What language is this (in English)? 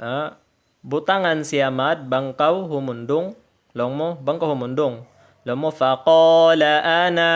Tausug